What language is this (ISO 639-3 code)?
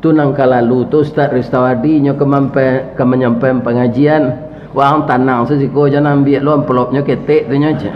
min